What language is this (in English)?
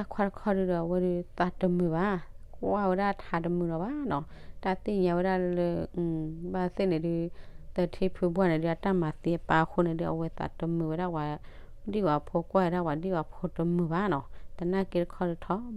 S'gaw Karen